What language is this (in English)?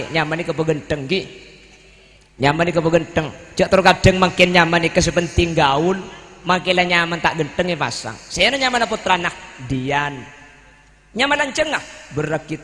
Madurese